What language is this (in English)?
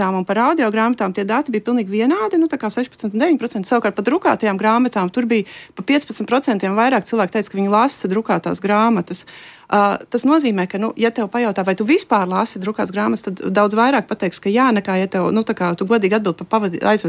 Latvian